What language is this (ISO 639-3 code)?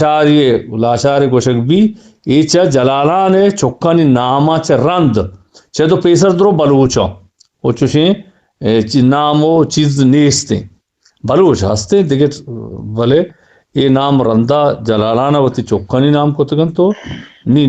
bgp